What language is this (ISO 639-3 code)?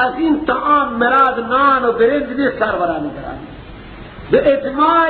fas